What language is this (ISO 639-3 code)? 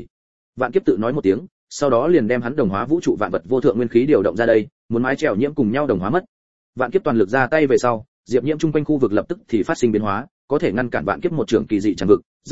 vie